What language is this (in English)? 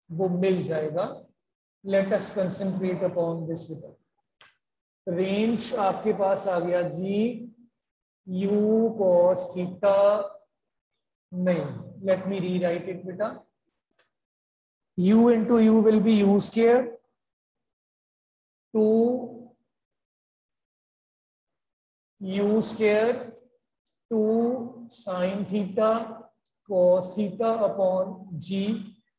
Hindi